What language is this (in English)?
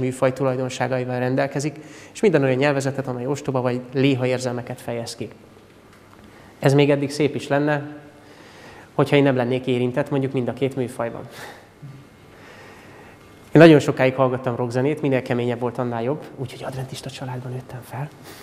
Hungarian